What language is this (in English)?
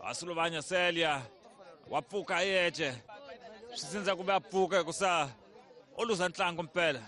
Tsonga